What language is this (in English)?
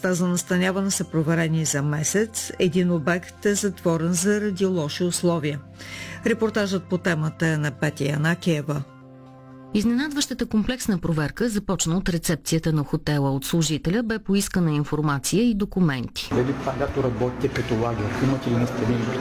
Bulgarian